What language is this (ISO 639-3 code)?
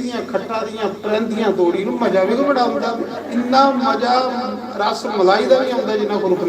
doi